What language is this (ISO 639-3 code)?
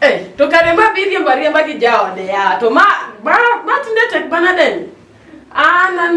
luo